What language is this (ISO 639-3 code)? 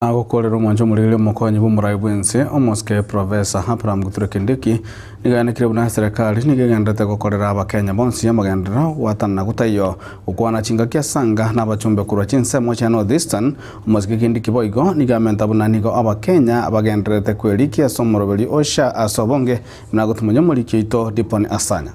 guz